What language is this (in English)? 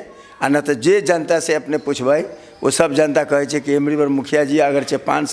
Maithili